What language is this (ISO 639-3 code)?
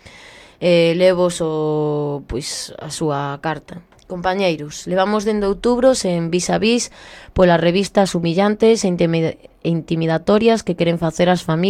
glg